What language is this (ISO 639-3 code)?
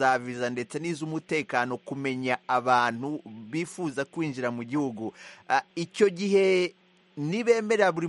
kin